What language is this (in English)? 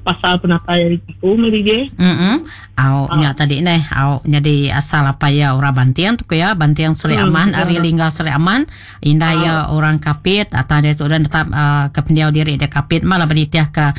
Iban